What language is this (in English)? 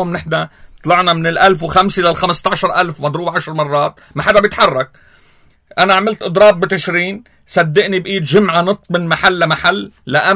North Levantine Arabic